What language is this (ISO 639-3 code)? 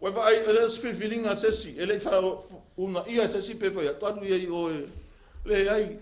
smo